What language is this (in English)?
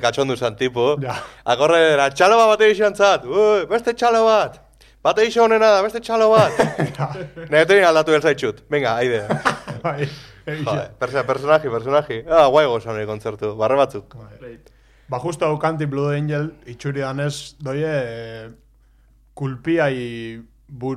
Basque